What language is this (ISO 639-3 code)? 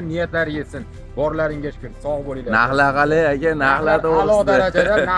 uzb